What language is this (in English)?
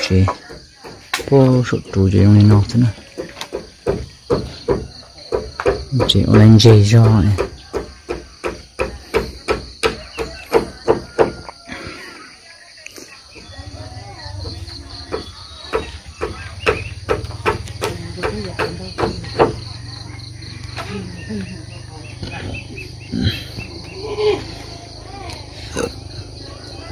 Vietnamese